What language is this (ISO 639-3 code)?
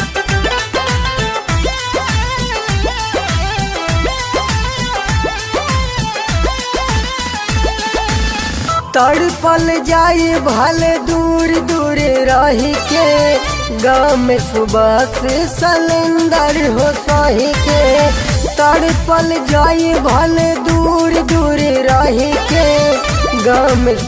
bho